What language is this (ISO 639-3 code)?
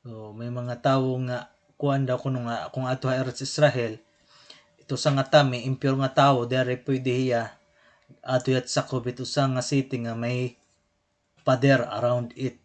war